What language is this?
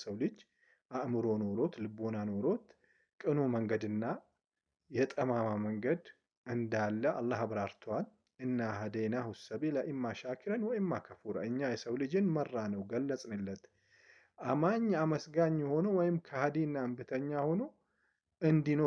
Amharic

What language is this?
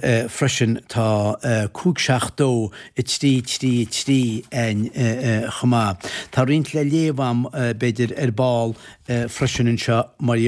Irish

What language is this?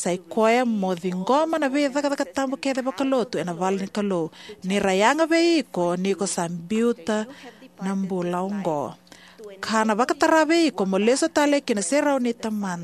Fijian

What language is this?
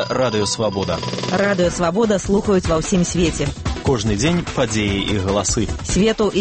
Belarusian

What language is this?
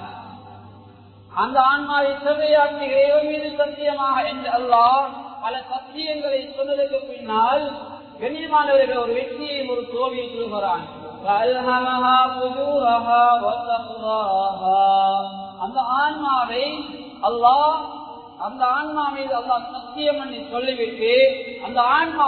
Tamil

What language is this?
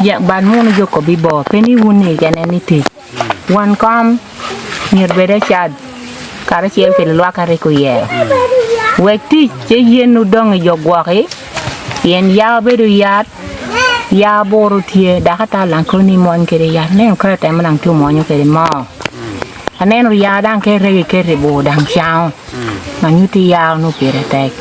Acoli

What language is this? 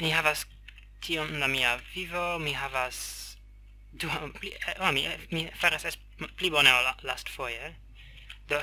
Esperanto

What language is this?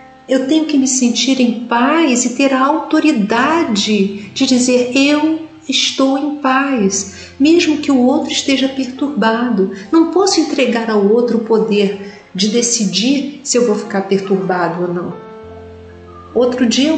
Portuguese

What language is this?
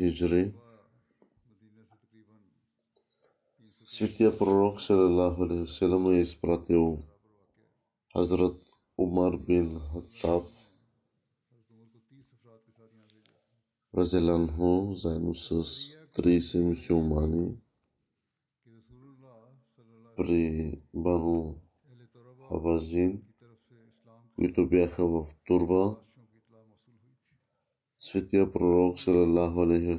Bulgarian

